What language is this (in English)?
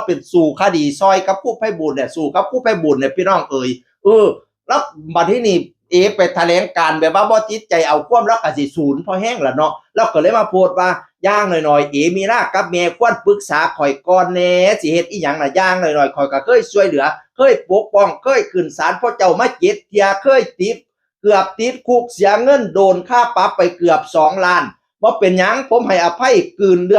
Northeastern Thai